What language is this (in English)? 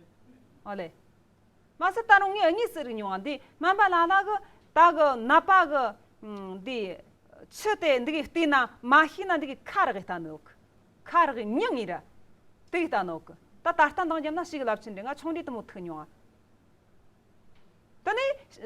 Amdo Tibetan